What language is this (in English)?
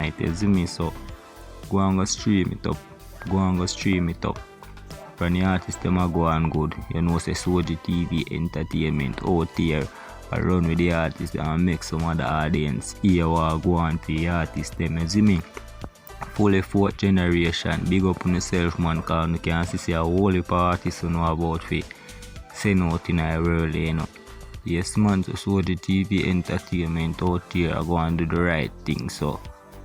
Jamaican Creole English